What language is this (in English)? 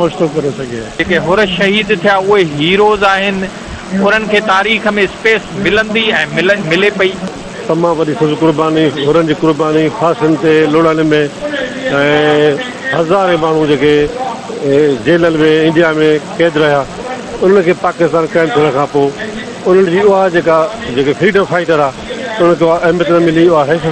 Sindhi